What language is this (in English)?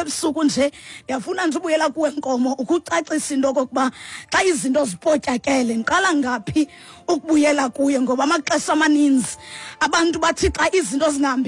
Xhosa